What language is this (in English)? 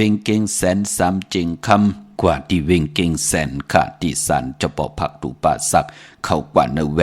Shan